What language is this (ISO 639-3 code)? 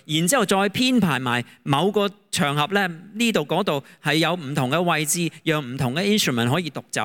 yue